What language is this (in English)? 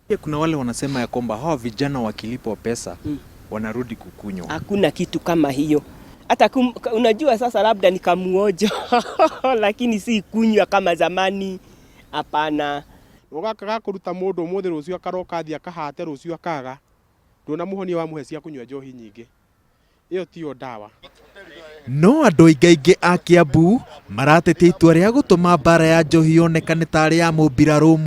Kikuyu